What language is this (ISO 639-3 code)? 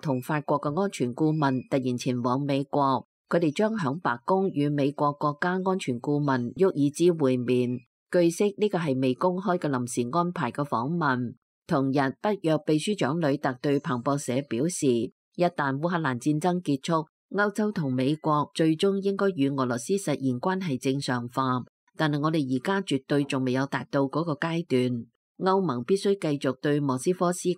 yue